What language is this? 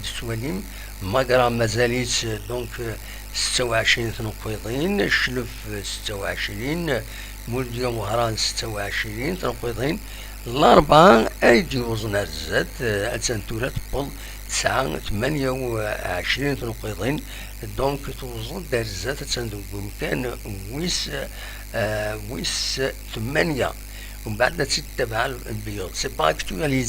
Kabyle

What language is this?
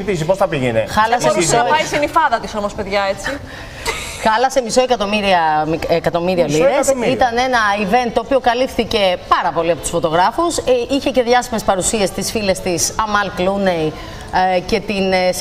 Greek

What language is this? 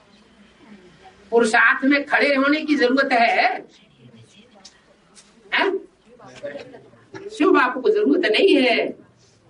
Hindi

